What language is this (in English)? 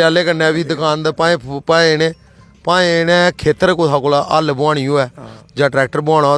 Dogri